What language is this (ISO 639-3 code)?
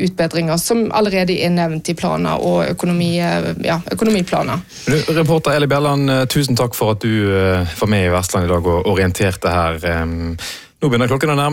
nor